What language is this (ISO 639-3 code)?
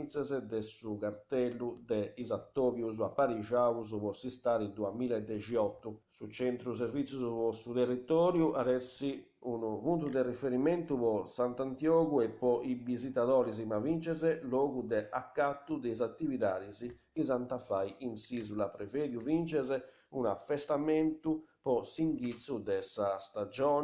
srd